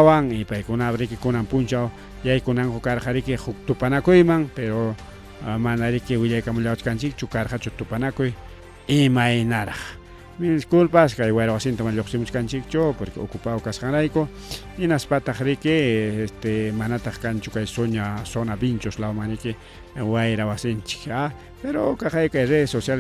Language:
Ayacucho Quechua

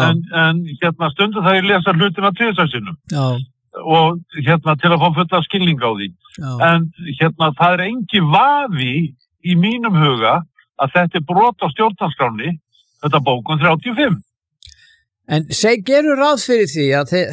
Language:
Icelandic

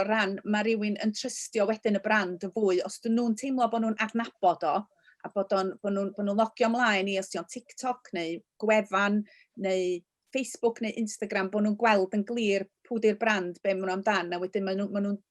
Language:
Welsh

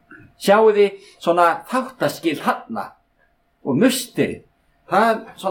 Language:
Icelandic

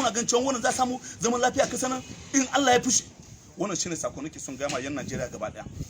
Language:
Hausa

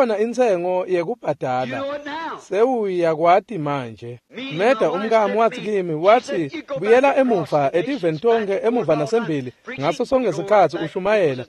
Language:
Swati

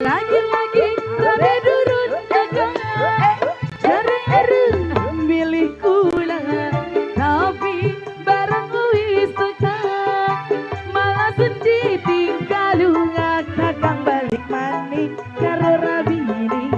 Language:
Betawi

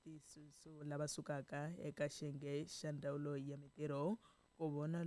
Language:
Tsonga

